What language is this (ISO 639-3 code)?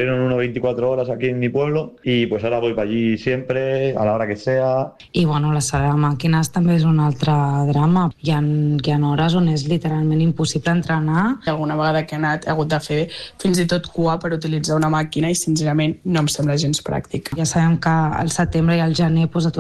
cat